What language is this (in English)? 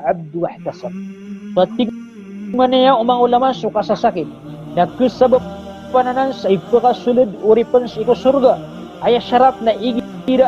Maranao